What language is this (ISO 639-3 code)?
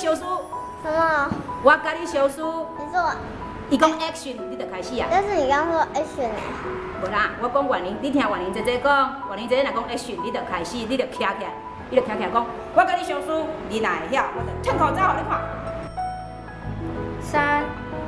nan